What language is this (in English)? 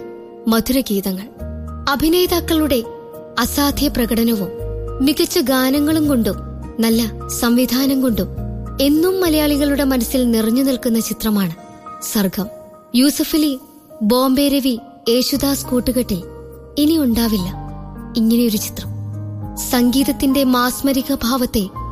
Malayalam